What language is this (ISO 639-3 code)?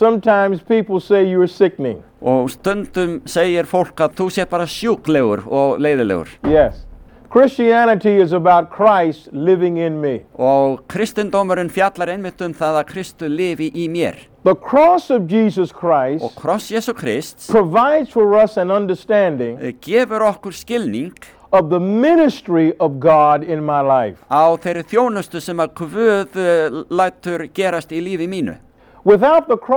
isl